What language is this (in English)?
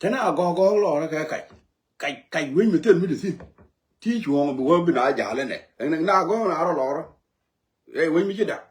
Nuer